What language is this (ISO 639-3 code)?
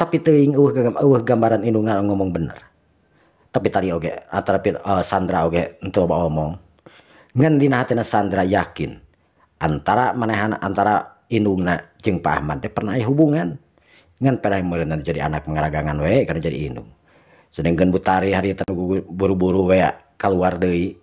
sun